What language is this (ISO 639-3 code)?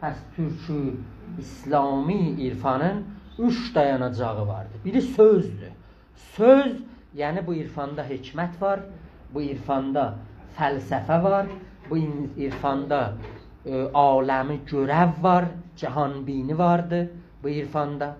azb